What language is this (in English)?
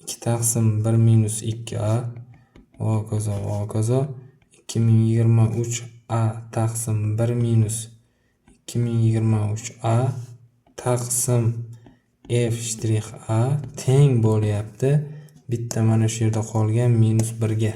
Uzbek